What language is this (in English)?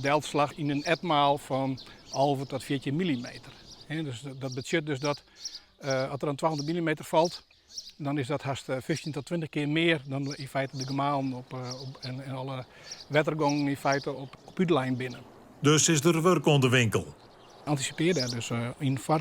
Western Frisian